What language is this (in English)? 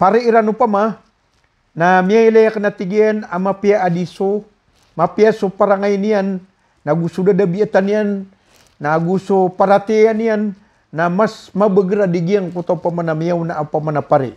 Maranao